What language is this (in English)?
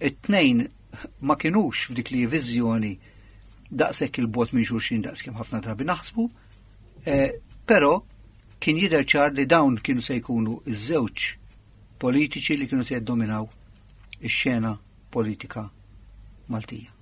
Maltese